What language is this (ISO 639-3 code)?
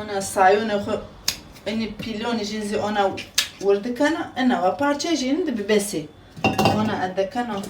zza